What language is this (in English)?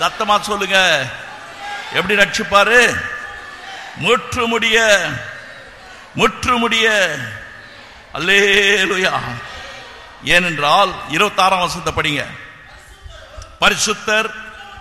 Tamil